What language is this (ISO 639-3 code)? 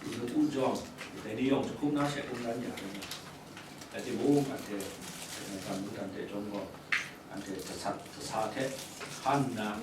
kac